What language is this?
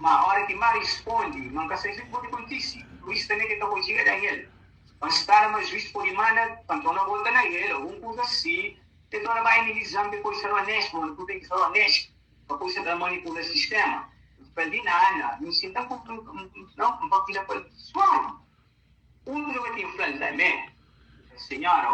Kabuverdianu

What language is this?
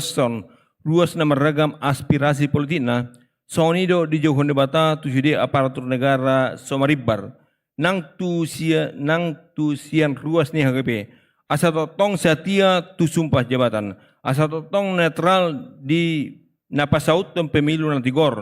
Batak Toba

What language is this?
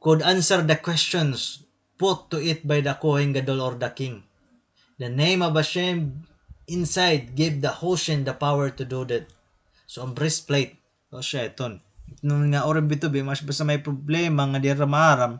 Waray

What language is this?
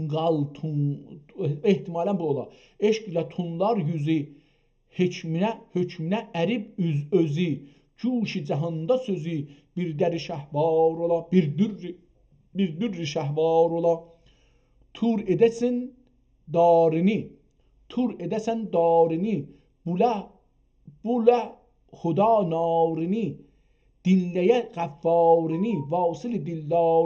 South Azerbaijani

